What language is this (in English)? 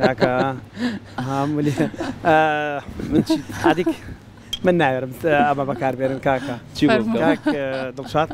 Central Kurdish